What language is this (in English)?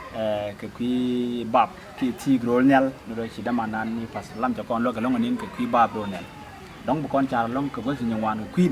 Nuer